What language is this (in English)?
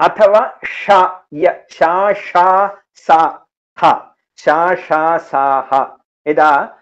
Sanskrit